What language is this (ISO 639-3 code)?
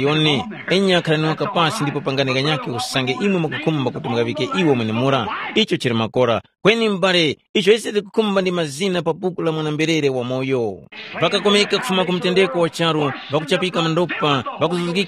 tum